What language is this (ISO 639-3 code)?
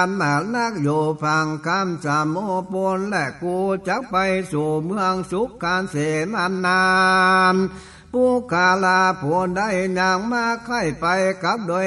nod